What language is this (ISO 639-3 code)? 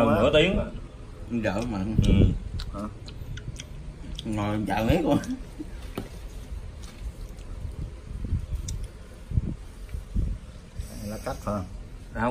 vie